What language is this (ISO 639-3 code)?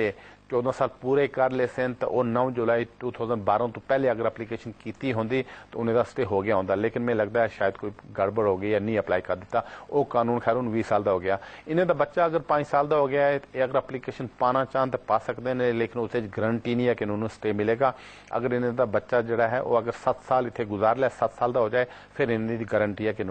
pan